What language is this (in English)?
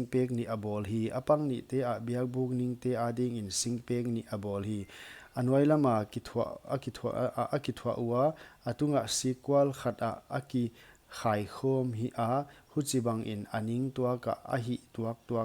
Paite Chin